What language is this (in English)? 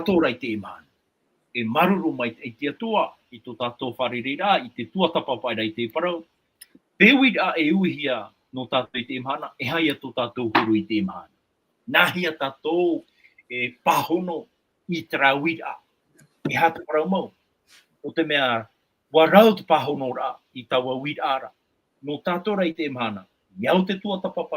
Tahitian